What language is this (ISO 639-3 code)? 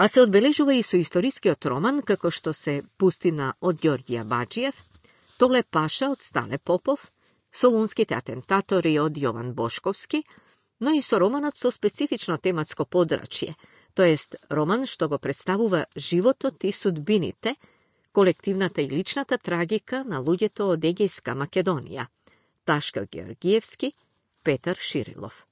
mkd